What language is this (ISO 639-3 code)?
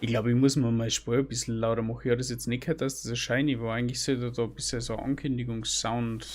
bar